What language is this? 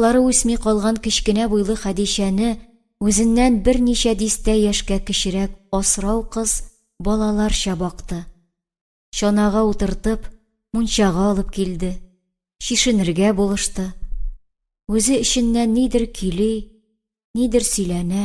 Tatar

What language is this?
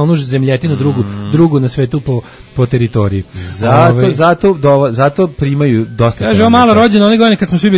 Serbian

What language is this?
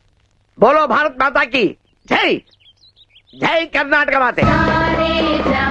Kannada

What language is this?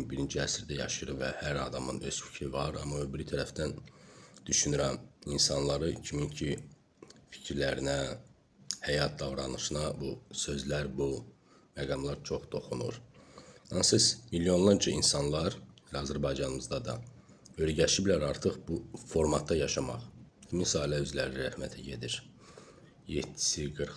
Azerbaijani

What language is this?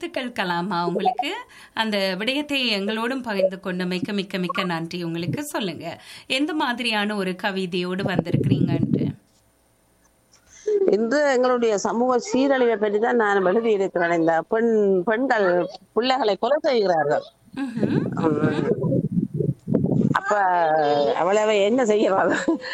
Tamil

